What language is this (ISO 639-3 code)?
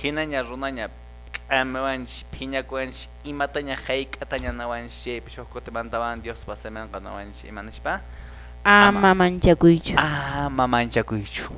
que